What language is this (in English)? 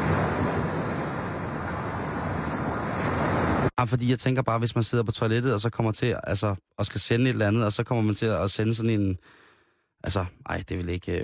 Danish